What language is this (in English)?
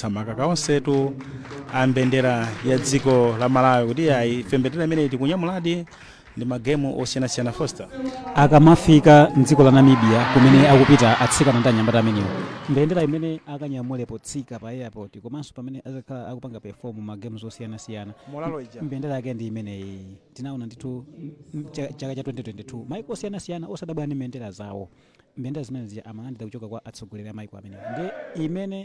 Nyanja